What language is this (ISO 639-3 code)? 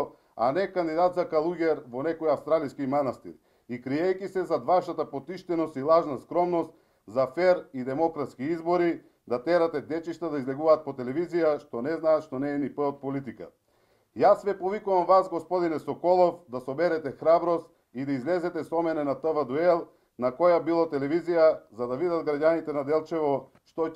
mkd